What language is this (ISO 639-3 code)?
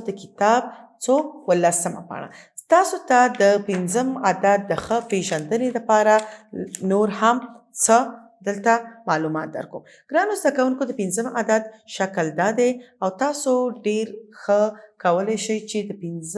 pus